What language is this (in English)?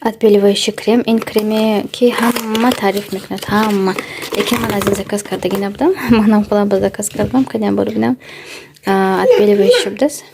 Tajik